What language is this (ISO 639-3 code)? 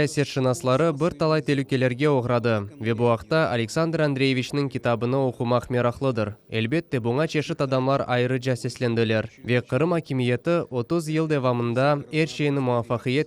crh